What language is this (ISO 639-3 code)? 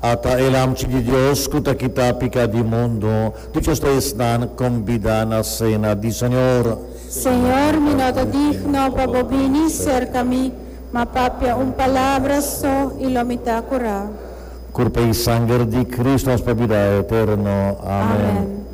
pap